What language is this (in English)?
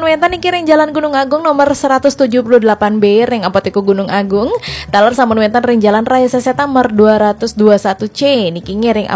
Balinese